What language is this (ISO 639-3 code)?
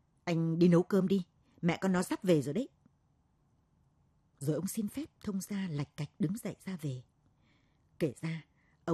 vie